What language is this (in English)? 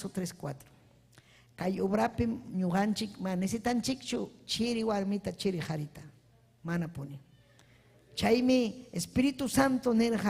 Ayacucho Quechua